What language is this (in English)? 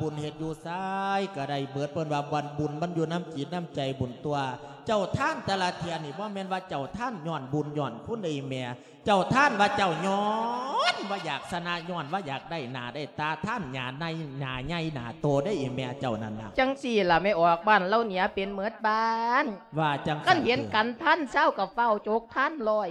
Lao